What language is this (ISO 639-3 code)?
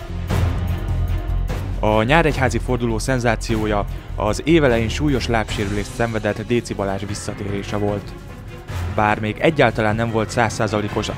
hun